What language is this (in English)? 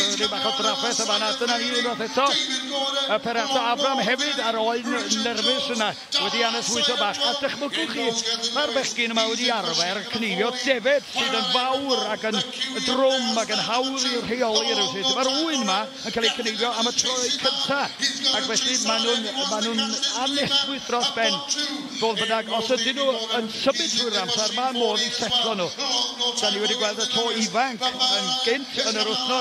Welsh